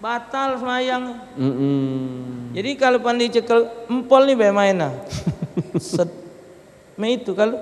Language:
Musi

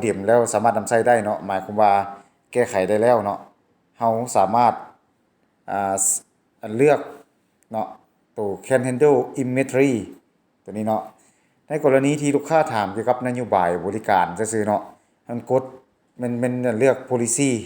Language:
Lao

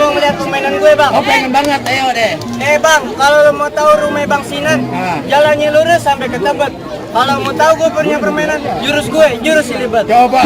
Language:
Betawi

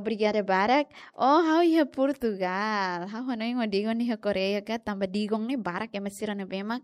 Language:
Tetum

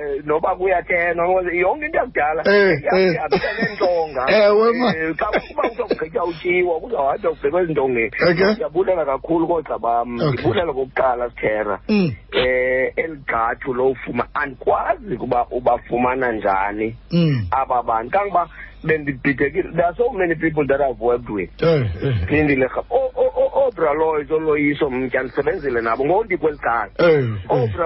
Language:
Xhosa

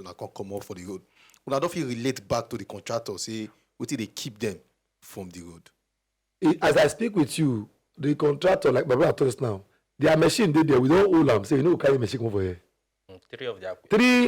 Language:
Nigerian Pidgin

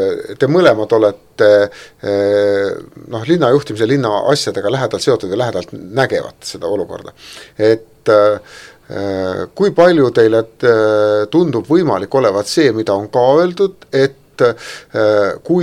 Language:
Estonian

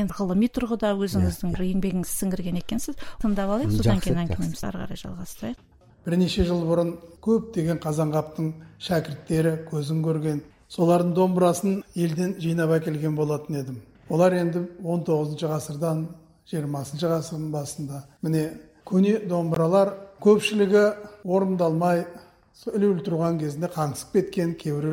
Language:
Kazakh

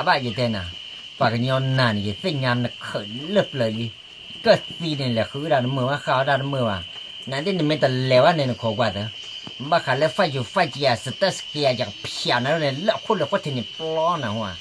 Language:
S'gaw Karen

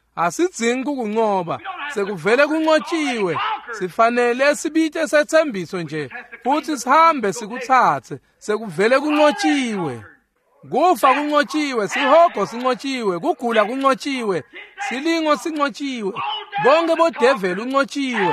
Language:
Swati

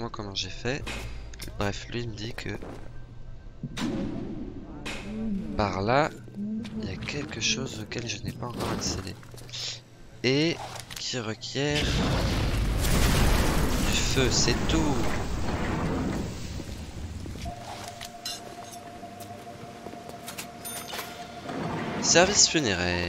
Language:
French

